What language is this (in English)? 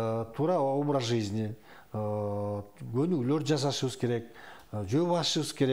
Kyrgyz